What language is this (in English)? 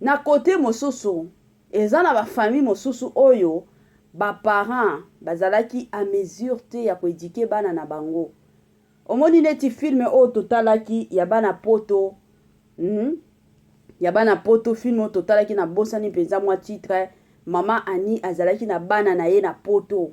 Lingala